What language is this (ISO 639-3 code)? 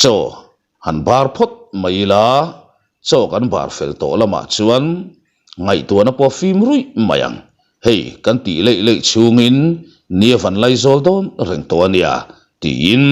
lus